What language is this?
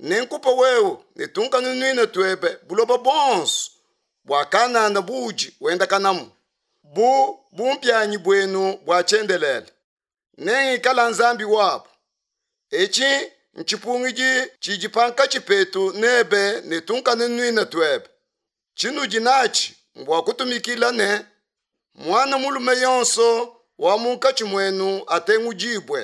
Luba-Lulua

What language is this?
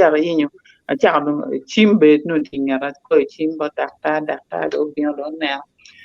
Acoli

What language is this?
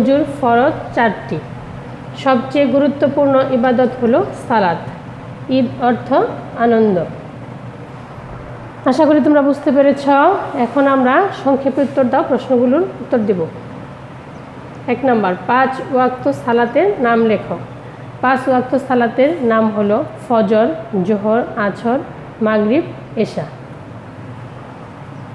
Bangla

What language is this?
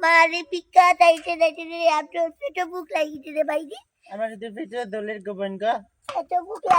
Sylheti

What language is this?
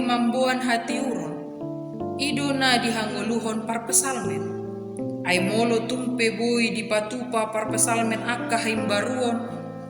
Batak Toba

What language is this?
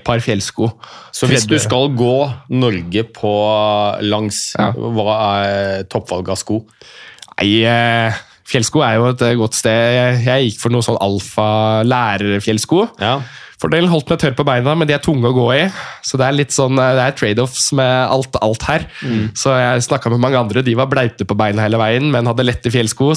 Norwegian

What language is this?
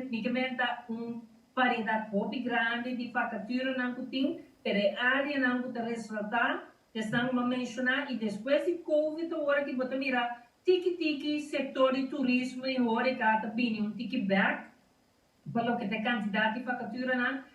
Papiamento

